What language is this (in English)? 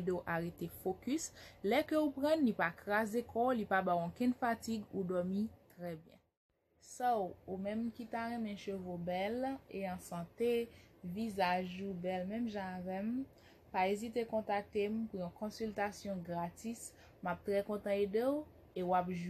Haitian Creole